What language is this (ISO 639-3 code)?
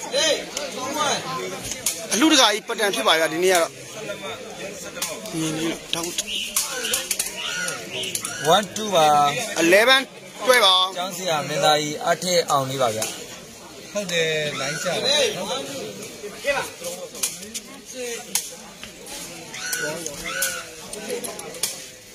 mya